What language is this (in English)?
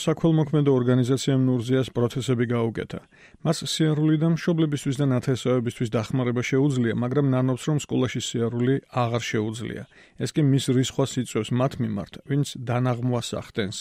Georgian